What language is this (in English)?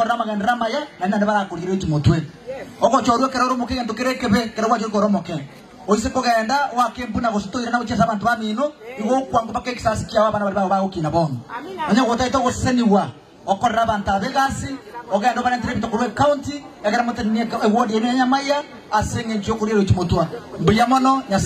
Gusii